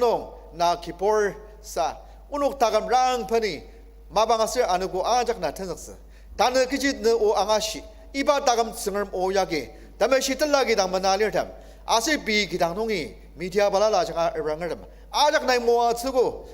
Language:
Ao Naga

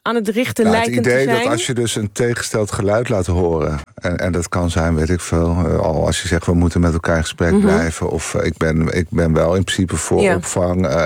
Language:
Dutch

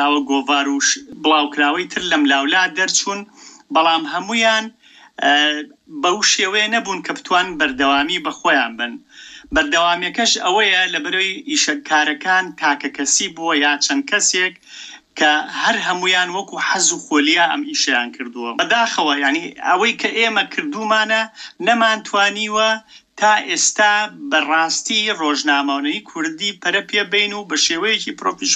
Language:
Central Kurdish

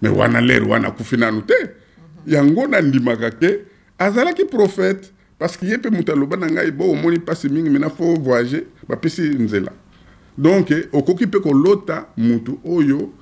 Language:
Lingala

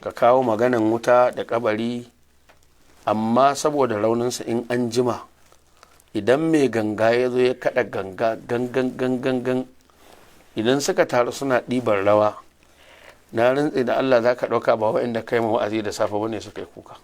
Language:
Hausa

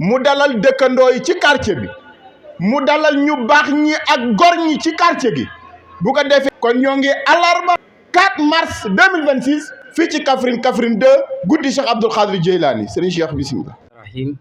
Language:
Wolof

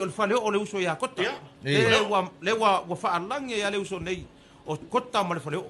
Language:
Samoan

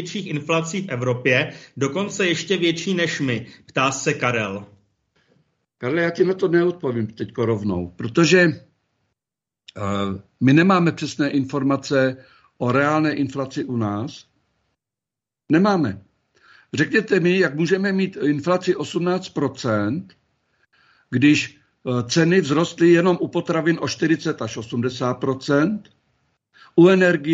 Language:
Czech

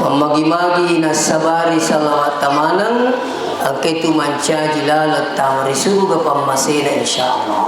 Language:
Buginese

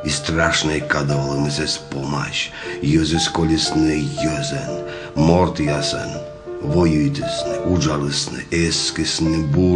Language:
Komi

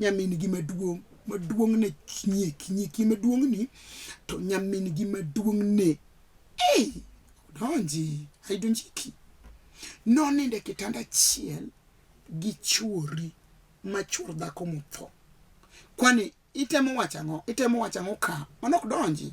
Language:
Luo (Kenya and Tanzania)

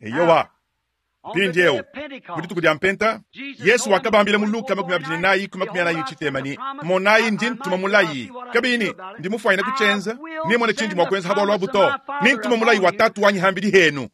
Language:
Luba-Lulua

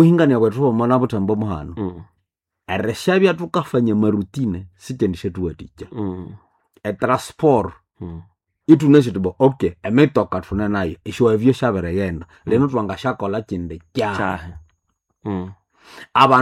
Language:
Nande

